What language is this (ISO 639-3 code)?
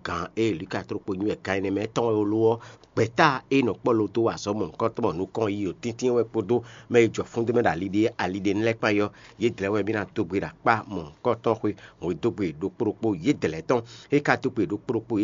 fon